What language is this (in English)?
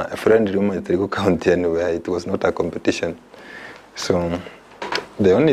Gusii